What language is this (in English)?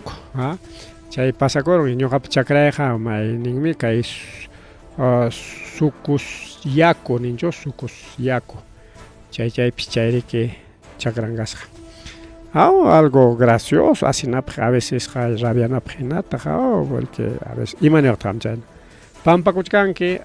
Ayacucho Quechua